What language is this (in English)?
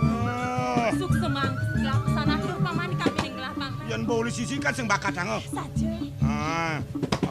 Balinese